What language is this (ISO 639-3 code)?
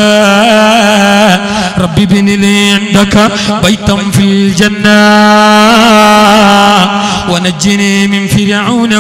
mal